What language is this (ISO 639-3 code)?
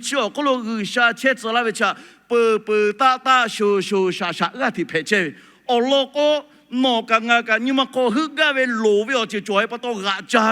lhu